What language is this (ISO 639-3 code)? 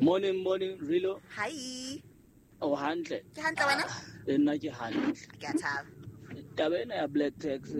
sot